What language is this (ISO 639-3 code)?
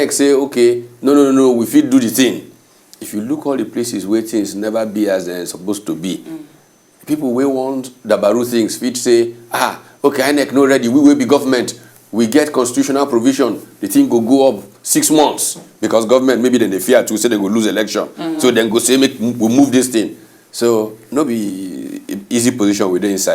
pcm